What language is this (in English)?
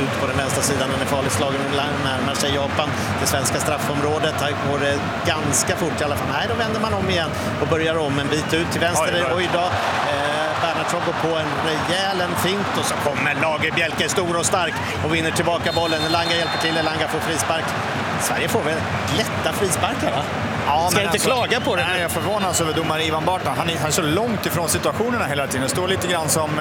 Swedish